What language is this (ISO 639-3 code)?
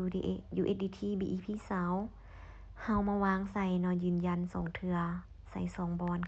lao